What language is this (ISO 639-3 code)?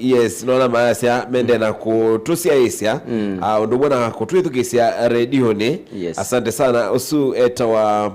kam